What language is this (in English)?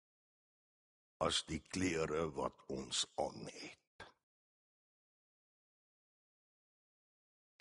Afrikaans